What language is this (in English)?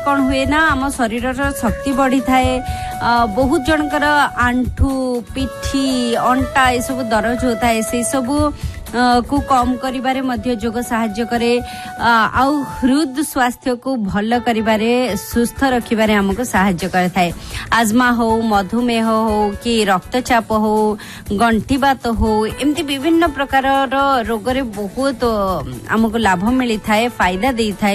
Odia